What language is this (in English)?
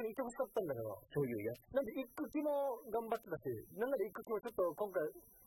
Japanese